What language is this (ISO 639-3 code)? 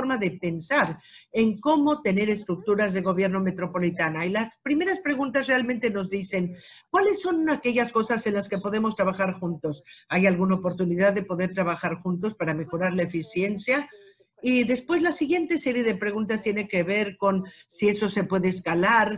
spa